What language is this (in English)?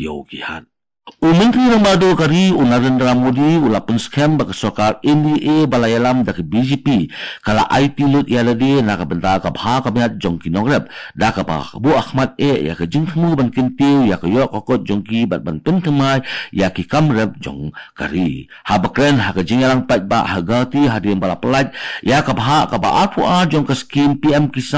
Khasi